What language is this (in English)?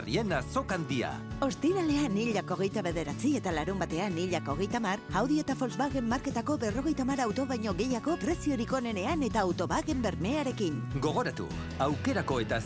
Basque